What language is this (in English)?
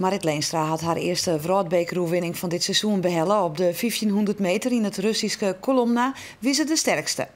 Western Frisian